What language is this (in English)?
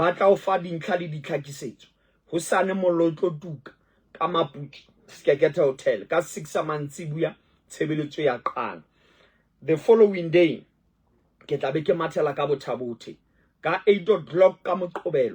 Southern Sotho